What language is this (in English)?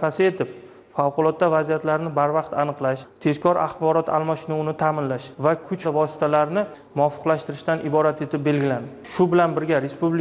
Uzbek